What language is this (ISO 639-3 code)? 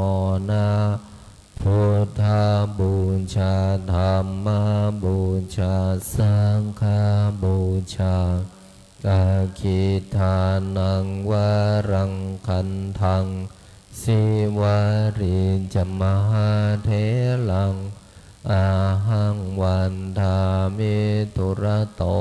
pli